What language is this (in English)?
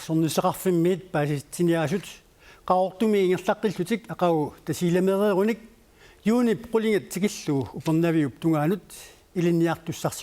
Kalaallisut